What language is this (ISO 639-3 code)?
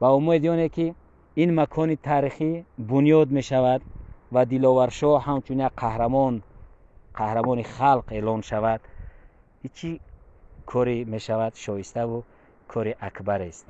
tgk